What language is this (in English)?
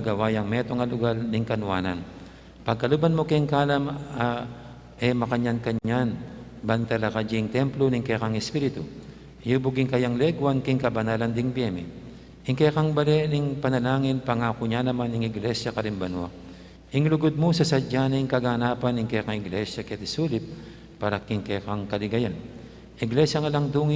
Pampanga